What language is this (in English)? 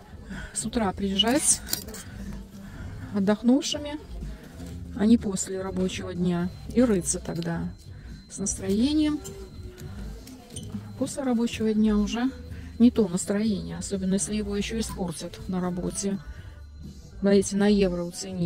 Russian